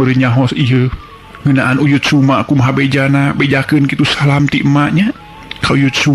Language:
Sundanese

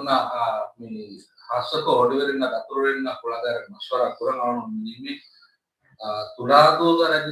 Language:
Divehi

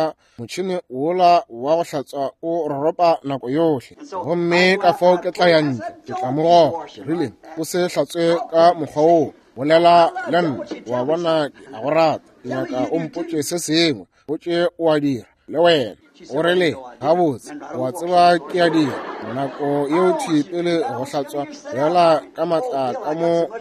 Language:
Northern Sotho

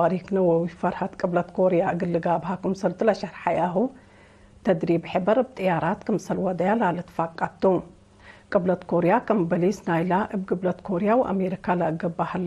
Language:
Tigre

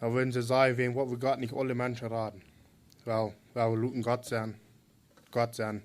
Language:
Plautdietsch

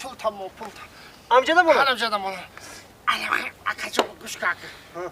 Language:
Tajik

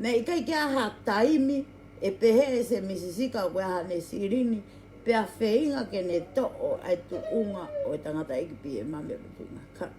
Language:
Tongan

